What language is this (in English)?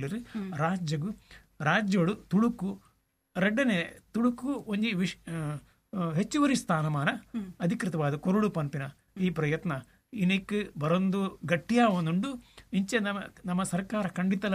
Tulu